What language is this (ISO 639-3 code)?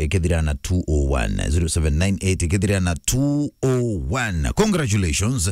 mer